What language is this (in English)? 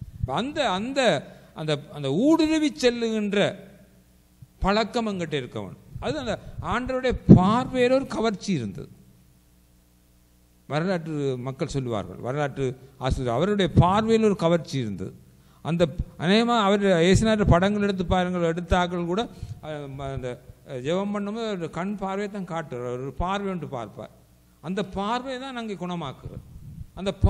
Tamil